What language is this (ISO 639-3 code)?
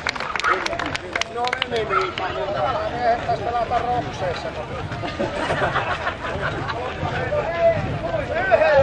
fin